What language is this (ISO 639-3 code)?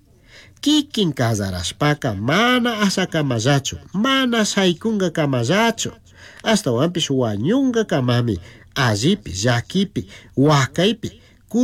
qug